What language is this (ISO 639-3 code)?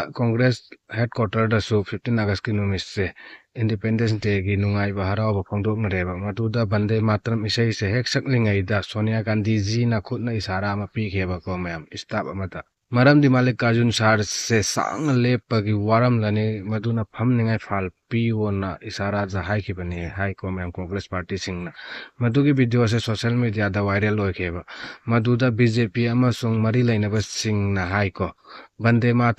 mni